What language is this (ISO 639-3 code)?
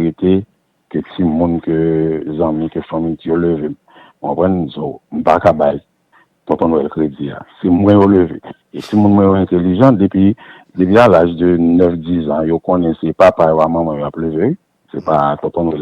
hat